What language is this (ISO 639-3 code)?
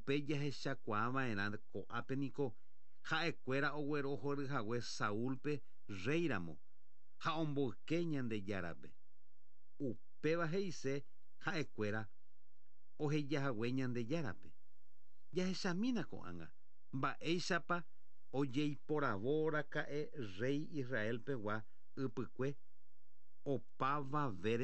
grn